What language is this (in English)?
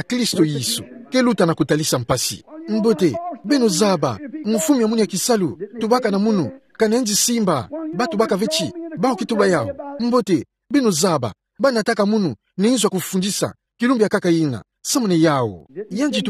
Kituba (Democratic Republic of Congo)